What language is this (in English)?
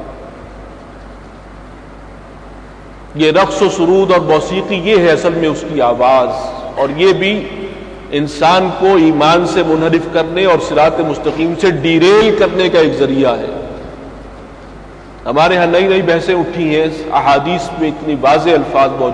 Urdu